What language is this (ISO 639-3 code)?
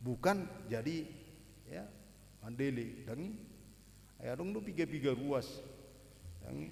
bbc